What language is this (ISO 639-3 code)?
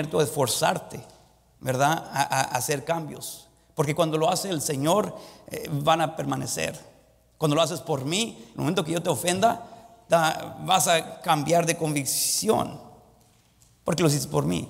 spa